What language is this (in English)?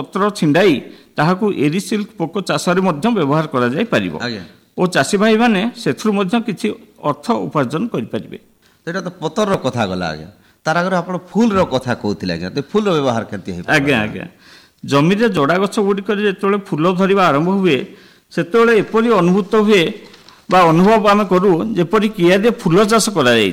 Odia